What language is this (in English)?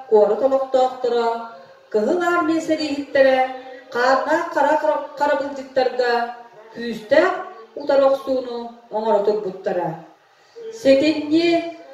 Yakut